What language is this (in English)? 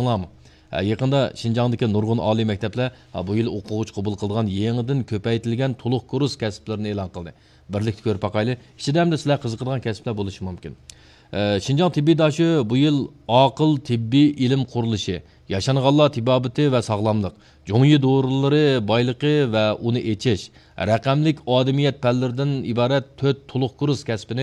Uyghur